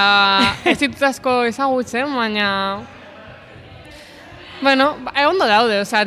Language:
Basque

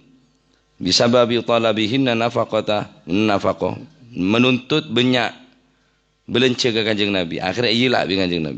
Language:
Madurese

